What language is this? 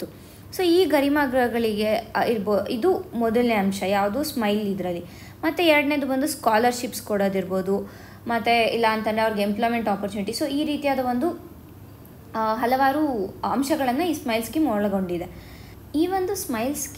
Kannada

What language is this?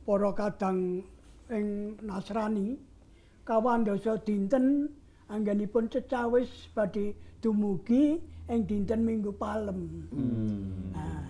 Javanese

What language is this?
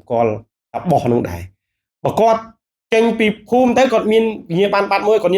Khmer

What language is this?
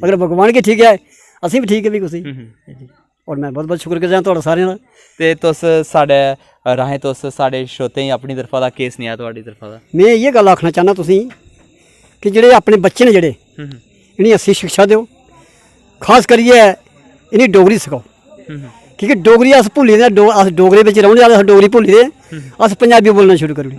Dogri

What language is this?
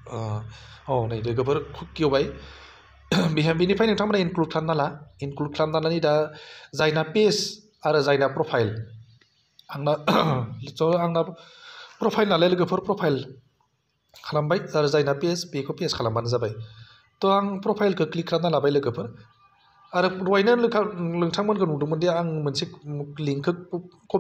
Bodo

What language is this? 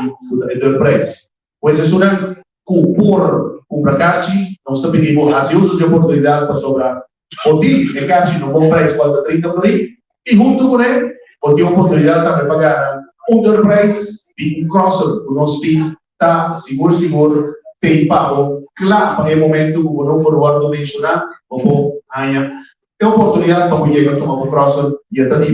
Papiamento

